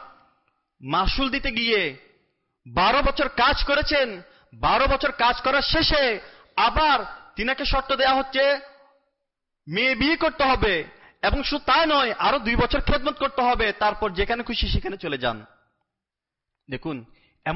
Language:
Bangla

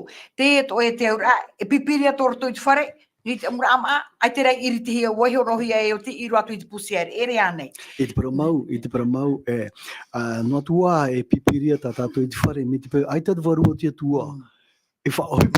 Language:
Tahitian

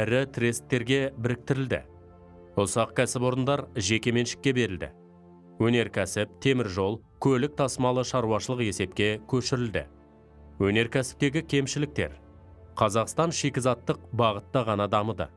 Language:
Kazakh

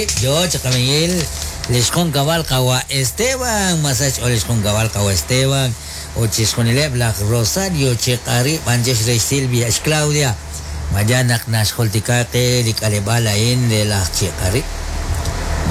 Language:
Kekchí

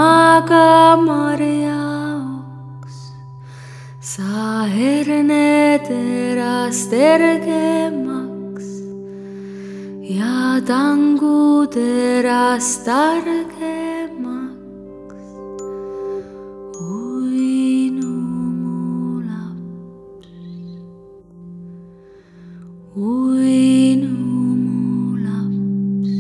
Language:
Estonian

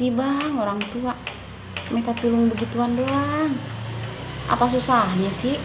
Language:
Betawi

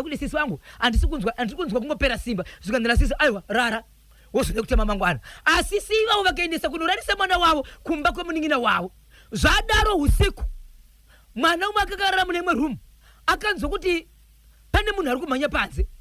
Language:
Shona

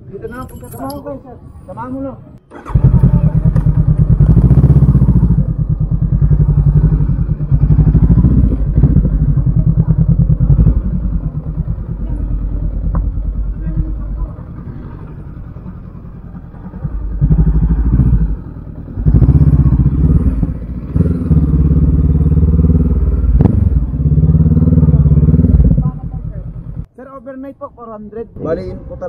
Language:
Filipino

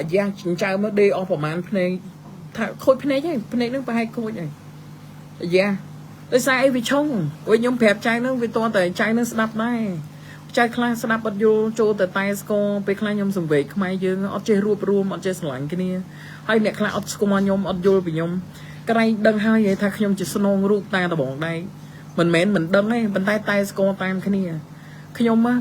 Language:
Khmer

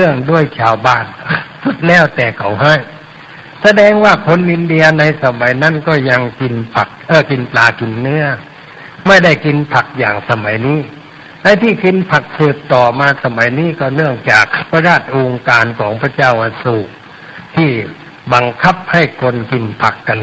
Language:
Thai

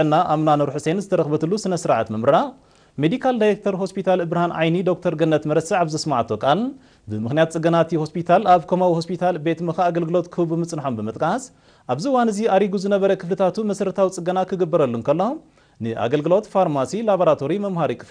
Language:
Tigrinya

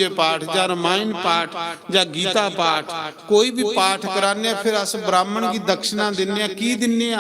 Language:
Dogri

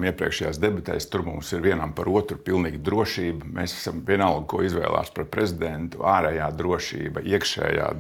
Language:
Latvian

